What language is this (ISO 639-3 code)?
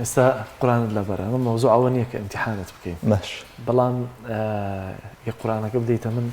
ckb